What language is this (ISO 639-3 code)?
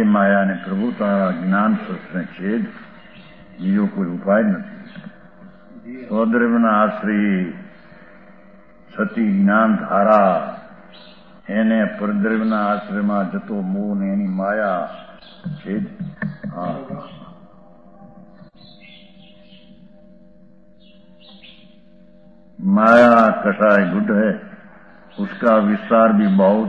guj